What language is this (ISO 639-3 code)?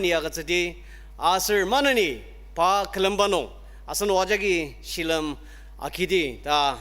njo